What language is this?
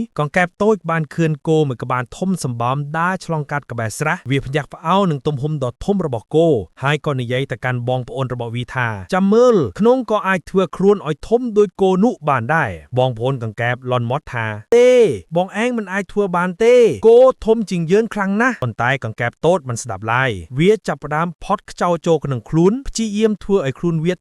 Khmer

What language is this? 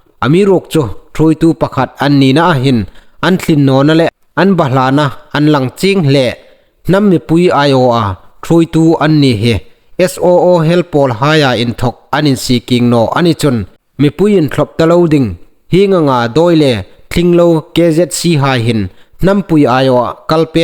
Hmar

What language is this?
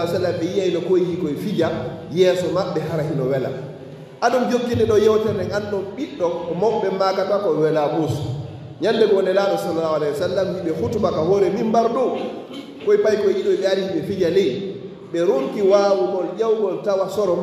Fula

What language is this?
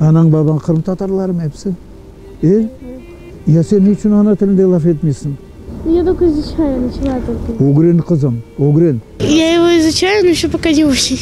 Crimean Tatar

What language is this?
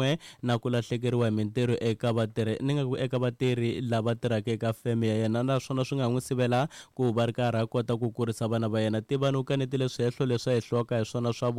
Tsonga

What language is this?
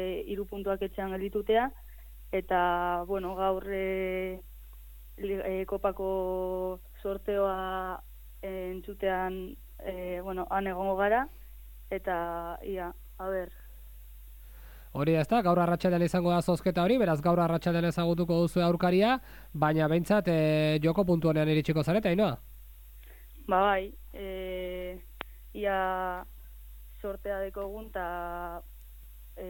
Basque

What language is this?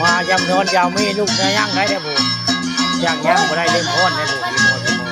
Northeastern Thai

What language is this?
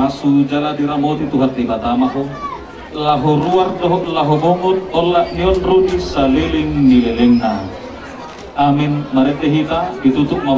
Batak Toba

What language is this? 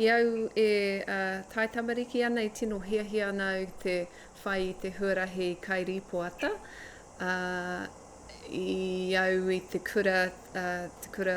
Māori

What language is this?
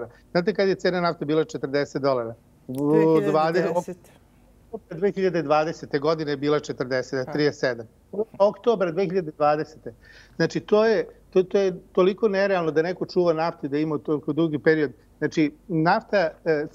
Serbian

